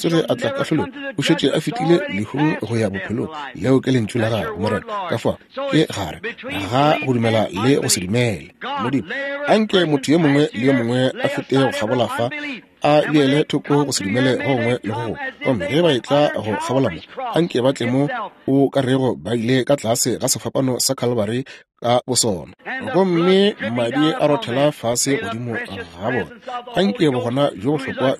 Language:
Northern Sotho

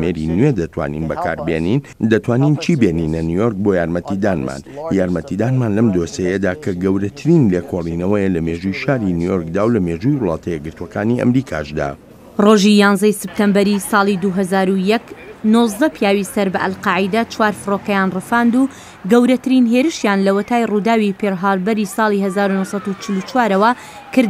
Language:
Central Kurdish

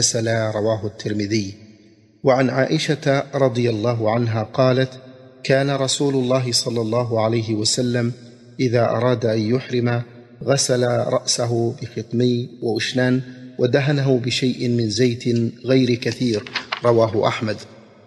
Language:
Arabic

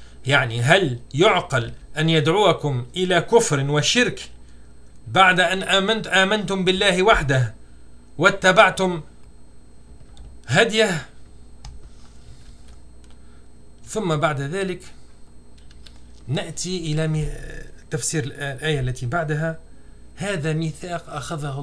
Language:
Arabic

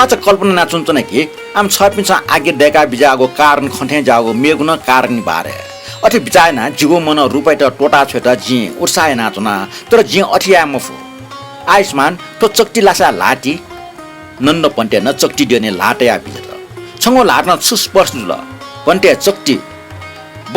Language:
Newari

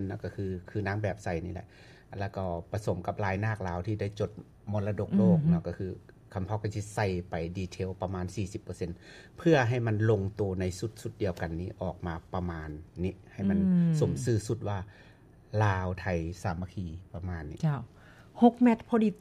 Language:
Lao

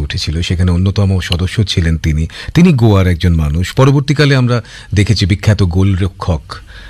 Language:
Bangla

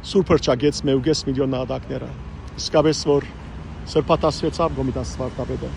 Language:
Western Armenian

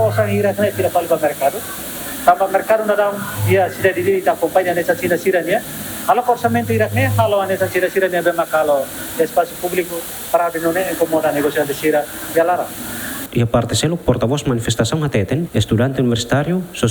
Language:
Tetum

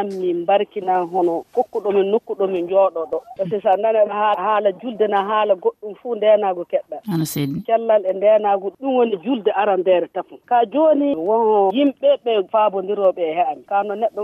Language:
Fula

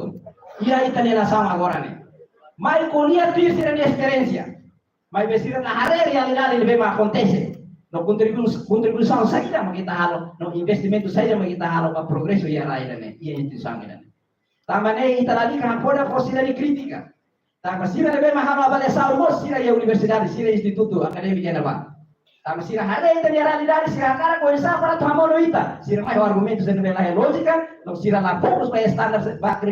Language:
Tetum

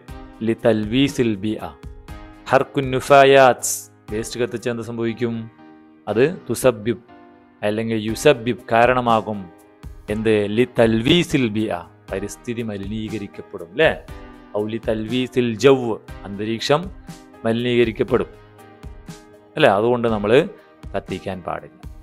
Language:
Malayalam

